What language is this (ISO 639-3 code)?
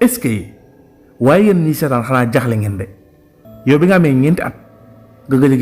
wol